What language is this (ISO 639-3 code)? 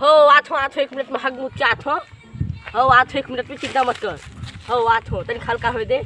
hne